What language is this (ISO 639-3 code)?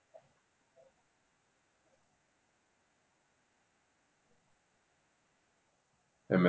isl